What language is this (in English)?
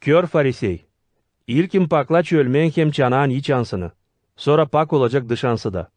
Gagauz